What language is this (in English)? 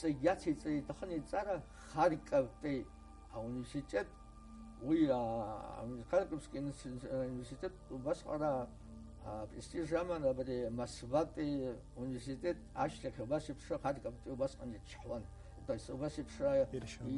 Abkhazian